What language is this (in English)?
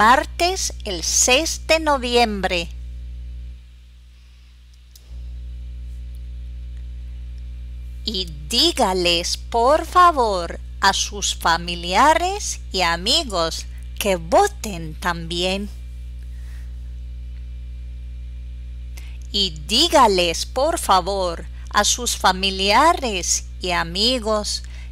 Spanish